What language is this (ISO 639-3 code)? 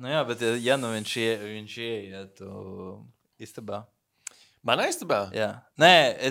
lav